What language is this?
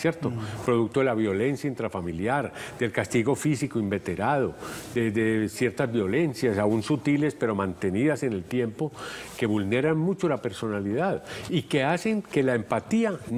Spanish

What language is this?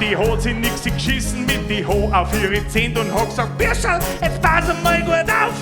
Bavarian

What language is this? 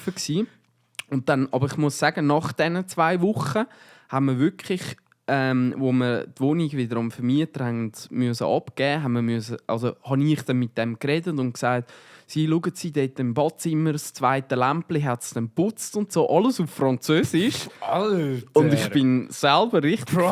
Swiss German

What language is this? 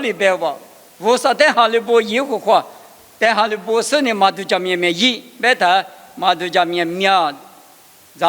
Lisu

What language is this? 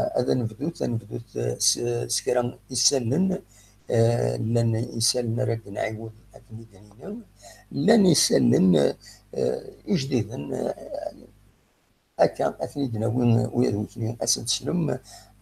Kabyle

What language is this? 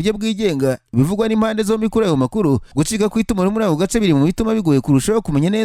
Kinyarwanda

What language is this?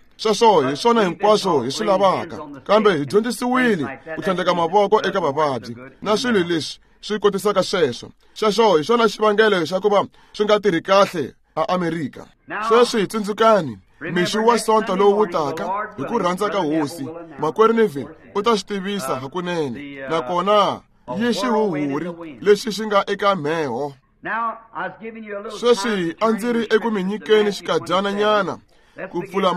Tsonga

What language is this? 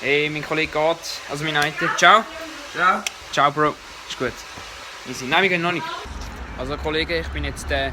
Swiss German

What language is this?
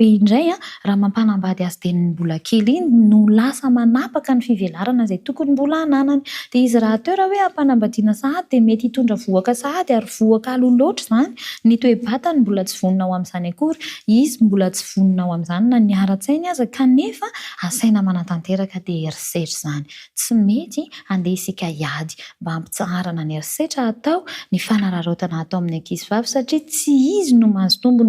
Malagasy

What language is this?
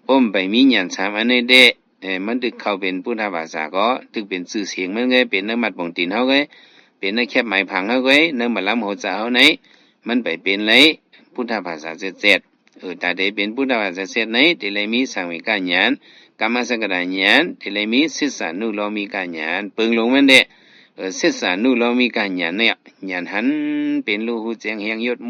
Shan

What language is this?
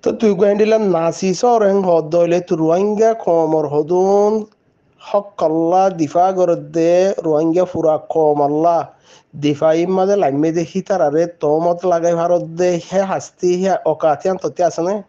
Rohingya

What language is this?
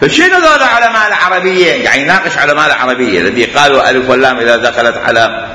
Mesopotamian Arabic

